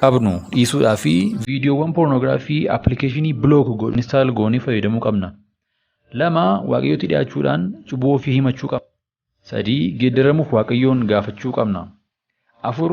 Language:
Oromo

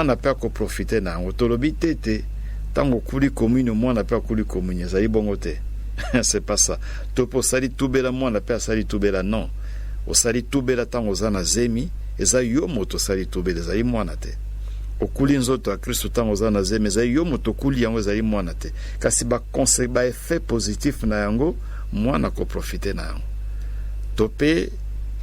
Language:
Lingala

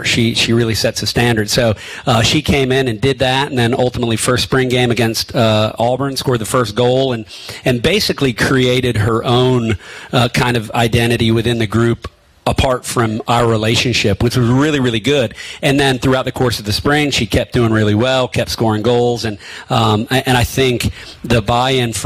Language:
English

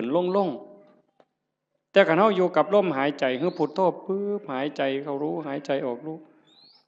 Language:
Northeastern Thai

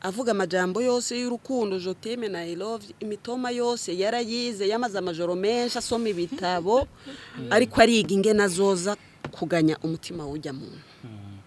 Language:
Rundi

